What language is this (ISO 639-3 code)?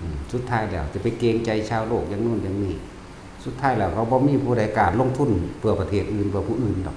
lao